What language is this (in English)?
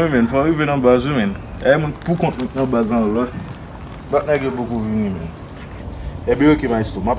Haitian Creole